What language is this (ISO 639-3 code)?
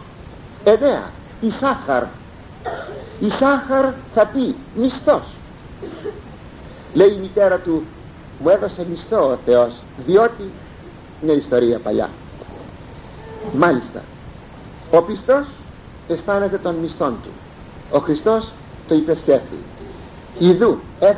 ell